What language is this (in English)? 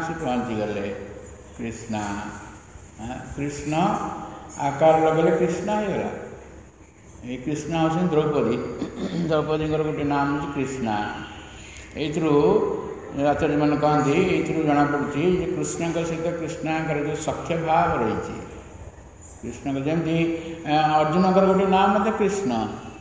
Odia